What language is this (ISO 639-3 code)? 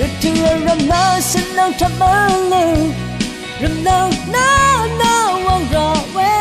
raw